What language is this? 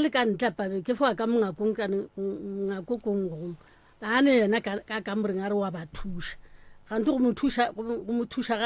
Northern Sotho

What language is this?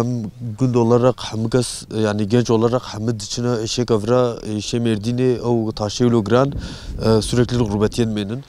Kurdish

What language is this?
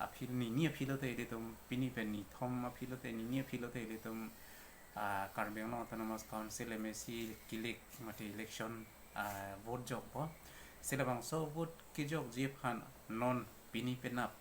Karbi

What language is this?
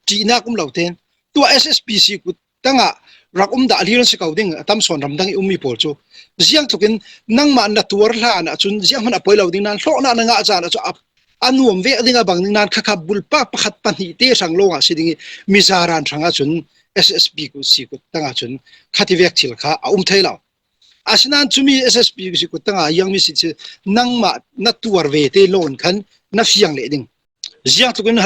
Falam Chin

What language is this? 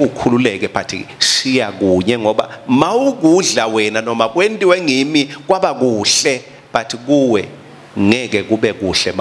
Swati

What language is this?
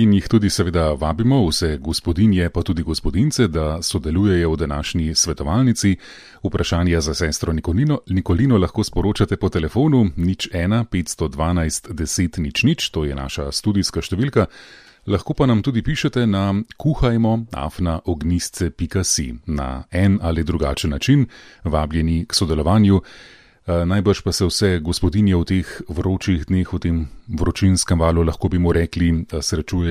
Slovenian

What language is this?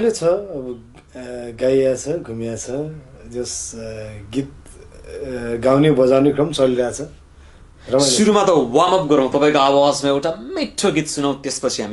Nepali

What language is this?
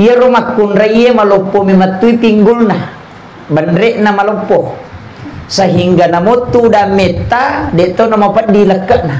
Buginese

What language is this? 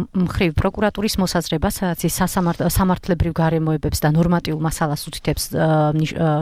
Georgian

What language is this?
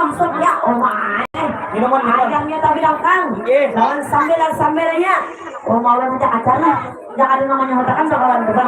Banjar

